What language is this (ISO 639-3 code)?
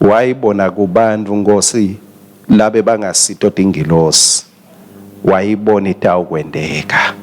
ssw